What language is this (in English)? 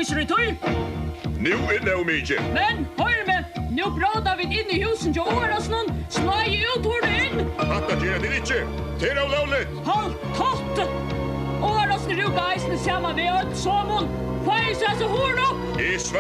Faroese